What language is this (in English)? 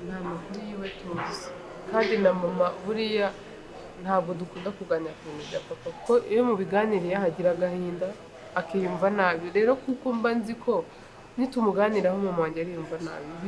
Kinyarwanda